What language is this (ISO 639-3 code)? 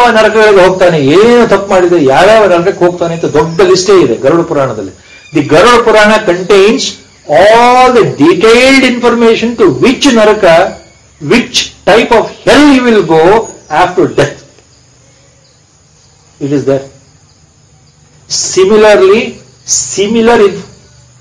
kan